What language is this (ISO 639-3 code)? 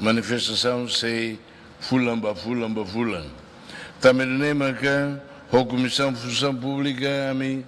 tet